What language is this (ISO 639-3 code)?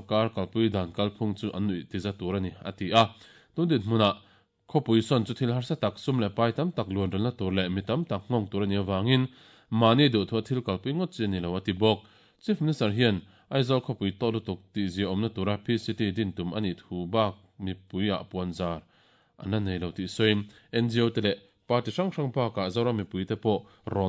lus